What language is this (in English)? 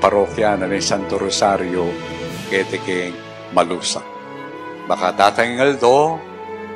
Pampanga